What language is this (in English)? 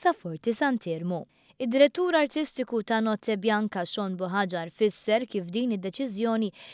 Maltese